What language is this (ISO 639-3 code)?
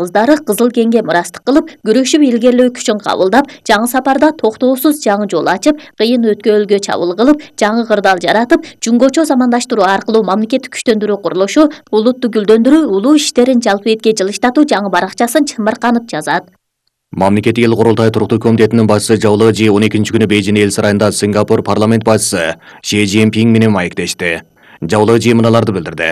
kir